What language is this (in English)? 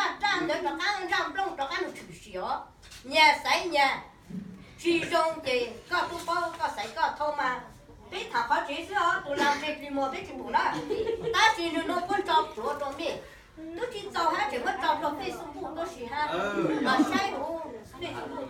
Hmong